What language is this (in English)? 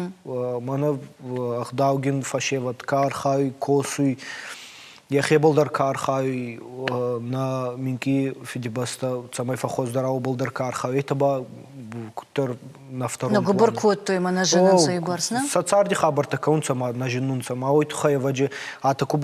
Ossetic